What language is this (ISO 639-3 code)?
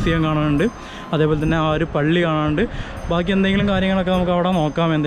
mal